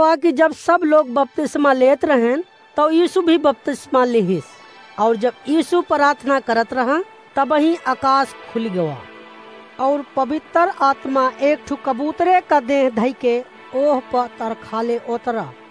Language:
Awadhi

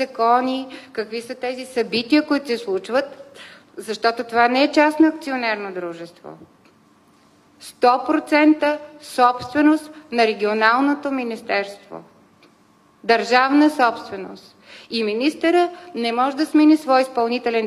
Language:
Bulgarian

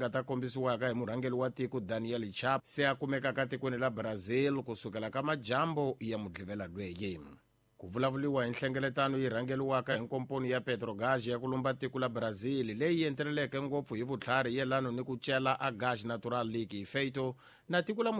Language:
Tsonga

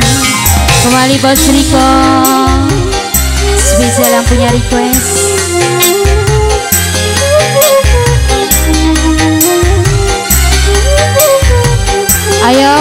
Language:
Indonesian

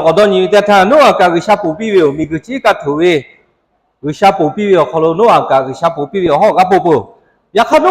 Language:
Lahu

